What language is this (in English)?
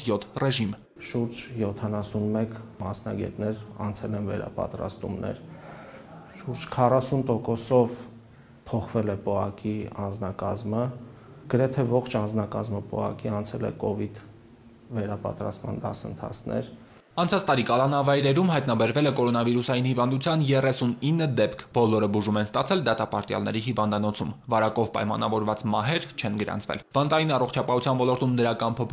Armenian